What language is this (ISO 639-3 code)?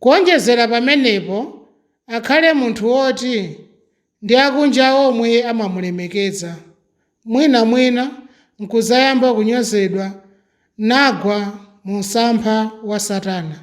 nya